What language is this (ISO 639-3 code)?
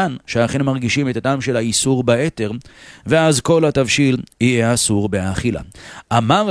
heb